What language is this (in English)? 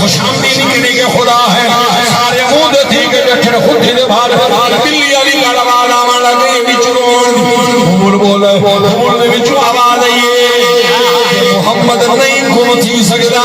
Saraiki